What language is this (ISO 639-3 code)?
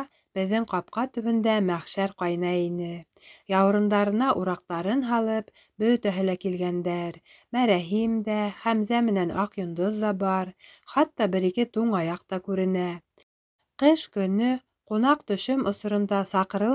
bak